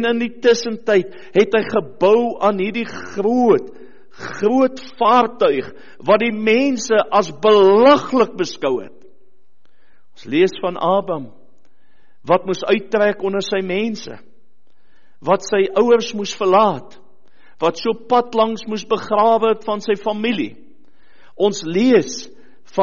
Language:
Afrikaans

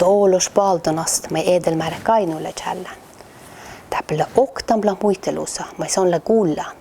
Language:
Northern Sami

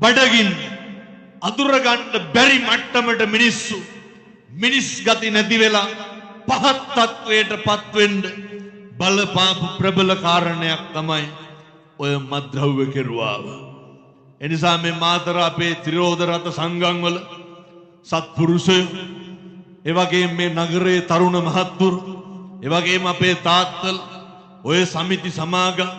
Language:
Sinhala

